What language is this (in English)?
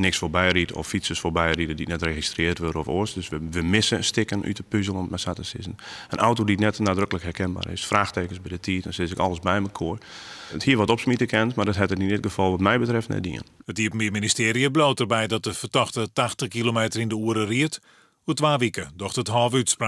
Western Frisian